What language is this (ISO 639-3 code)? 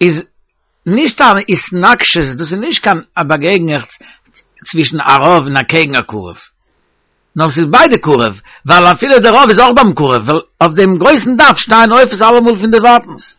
yid